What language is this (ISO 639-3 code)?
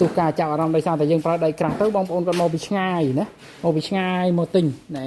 khm